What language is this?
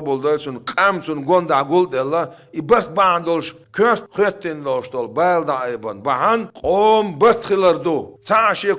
Chechen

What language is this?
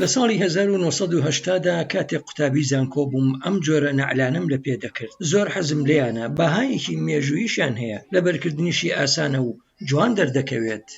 Central Kurdish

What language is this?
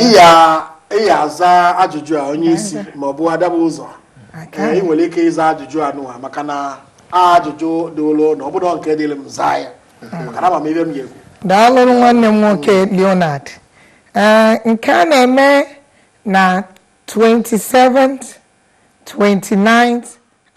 Igbo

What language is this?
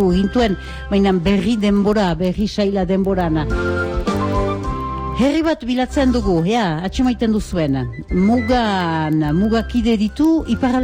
Basque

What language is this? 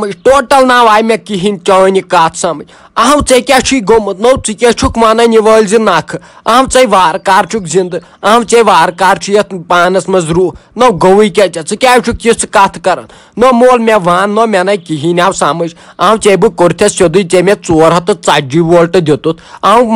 Kashmiri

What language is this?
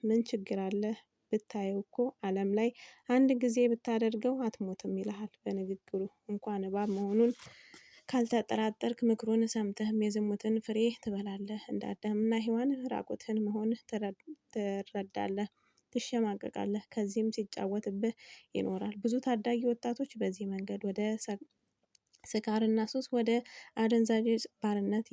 Amharic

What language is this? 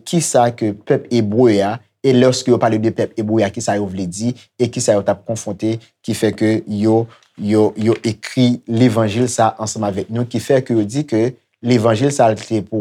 Haitian Creole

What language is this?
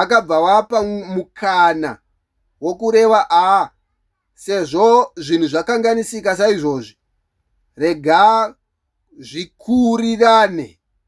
Shona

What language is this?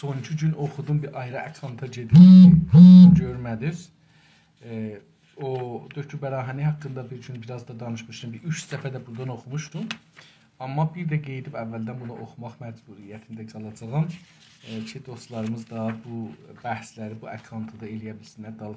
South Azerbaijani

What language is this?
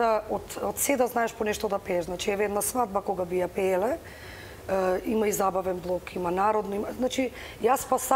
Macedonian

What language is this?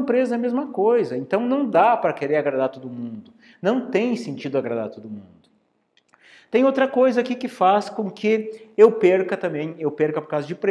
Portuguese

